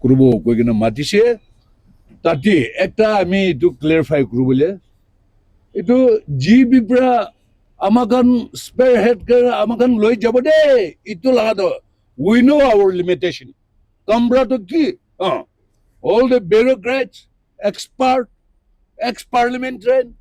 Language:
Naga Pidgin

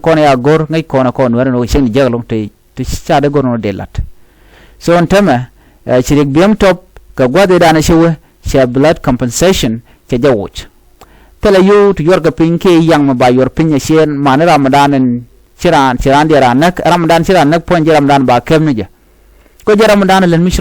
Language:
Nuer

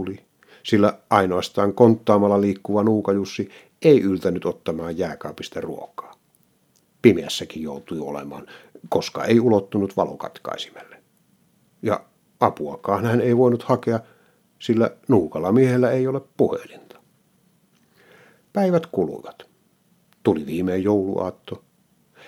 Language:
Finnish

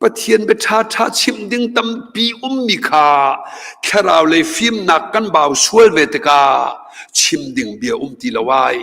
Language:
Hakha Chin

